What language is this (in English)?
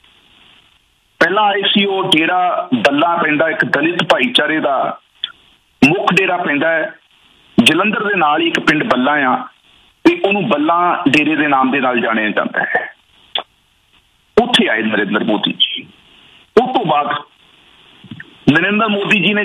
Punjabi